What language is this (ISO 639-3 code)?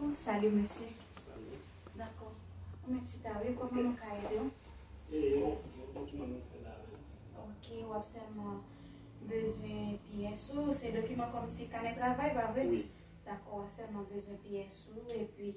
hat